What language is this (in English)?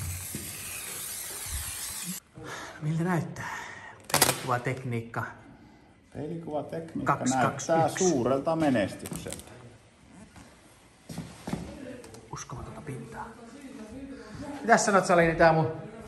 Finnish